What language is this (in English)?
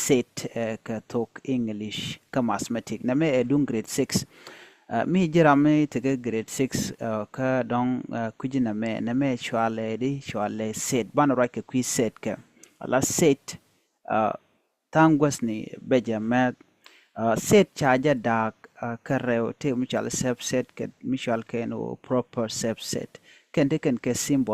Nuer